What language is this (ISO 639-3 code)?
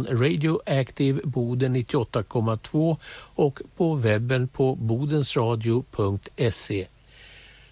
swe